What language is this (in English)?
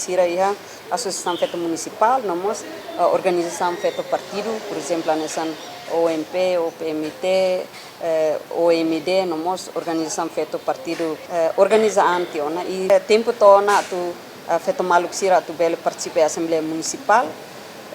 Tetum